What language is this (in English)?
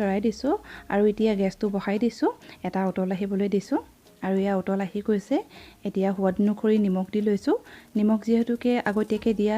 Assamese